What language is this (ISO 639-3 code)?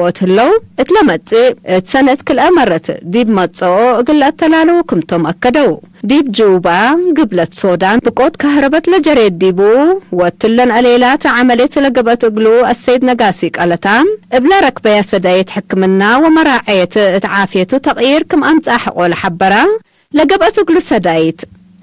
tig